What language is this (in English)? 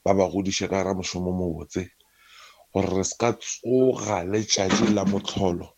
Northern Sotho